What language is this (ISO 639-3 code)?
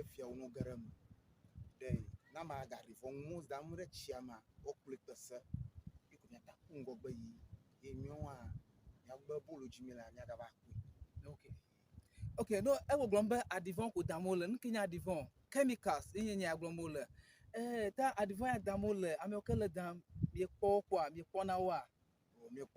ewe